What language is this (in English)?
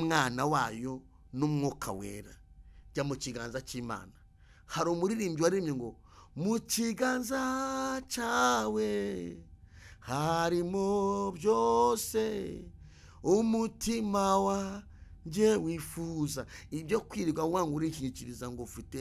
Kinyarwanda